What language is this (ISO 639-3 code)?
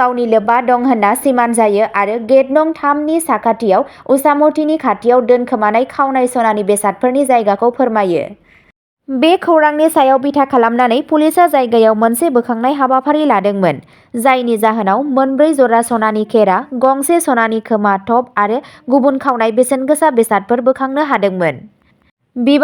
brx